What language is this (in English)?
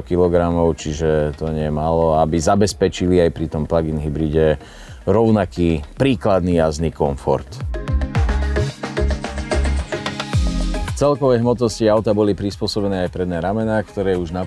Slovak